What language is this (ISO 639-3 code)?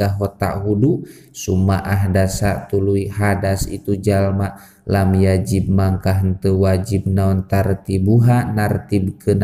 sun